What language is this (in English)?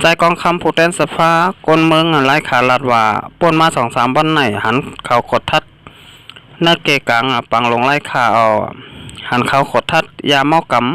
Shan